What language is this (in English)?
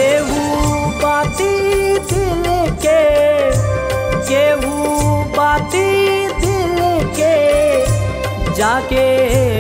Bhojpuri